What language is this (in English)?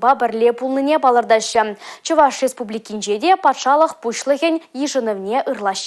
Chuvash